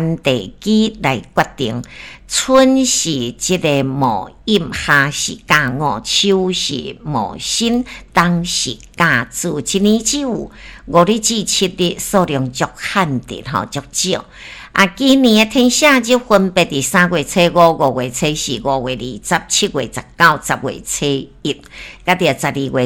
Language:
Min Nan Chinese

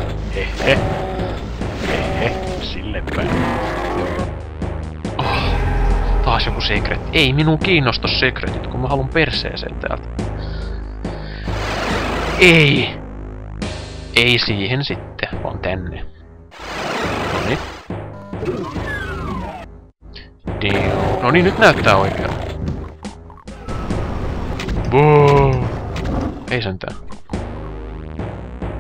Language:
Finnish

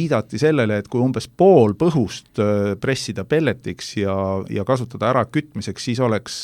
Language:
Estonian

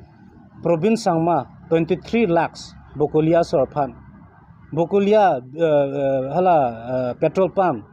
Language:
Karbi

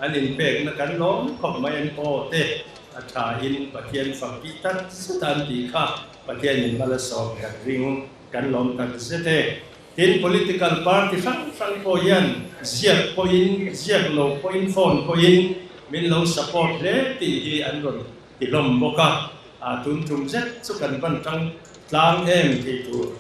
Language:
Mizo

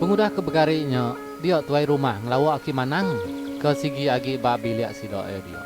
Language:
Iban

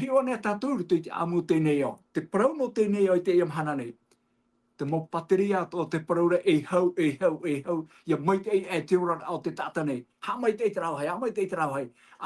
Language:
Tahitian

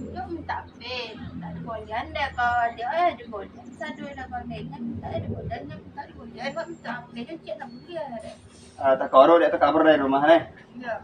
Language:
Minangkabau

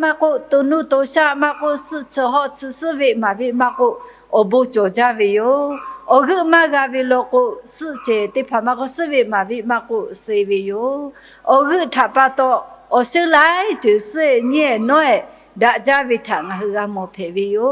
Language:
Lahu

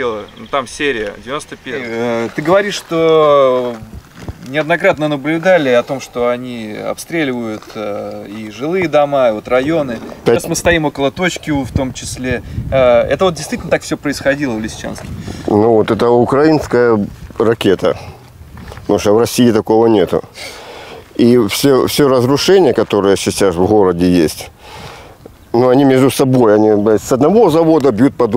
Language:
Russian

